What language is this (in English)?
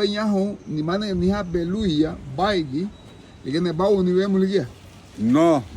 Garifuna